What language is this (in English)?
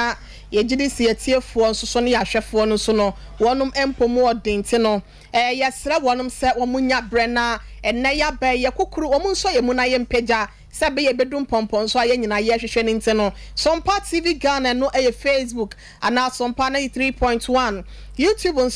Akan